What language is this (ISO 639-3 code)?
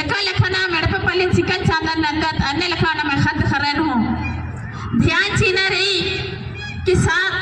kru